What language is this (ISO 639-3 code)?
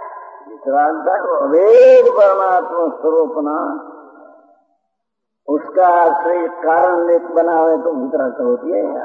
guj